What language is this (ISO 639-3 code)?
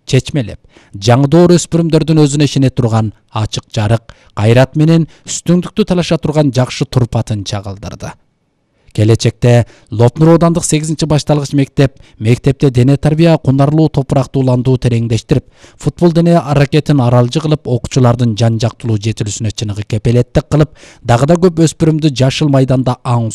kir